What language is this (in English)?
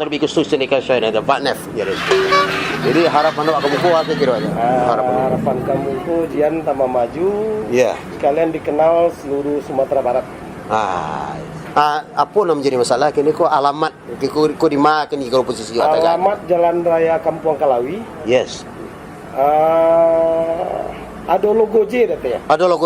Minangkabau